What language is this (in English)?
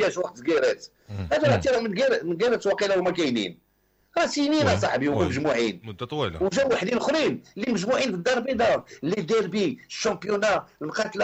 Moroccan Arabic